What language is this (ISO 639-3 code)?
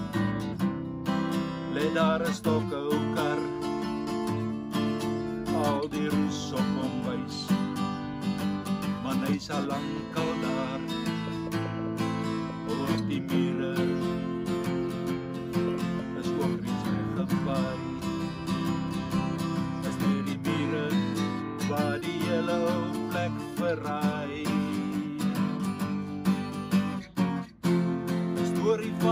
afr